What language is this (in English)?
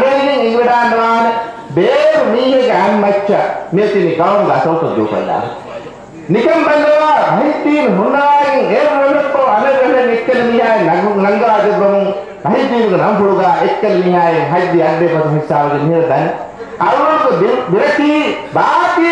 Divehi